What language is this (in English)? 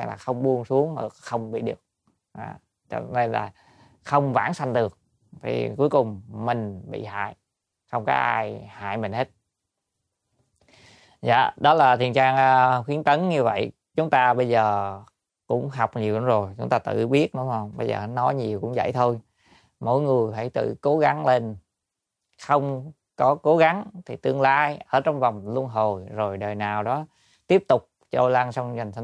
Vietnamese